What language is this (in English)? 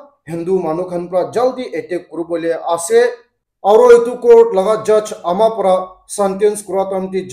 Naga Pidgin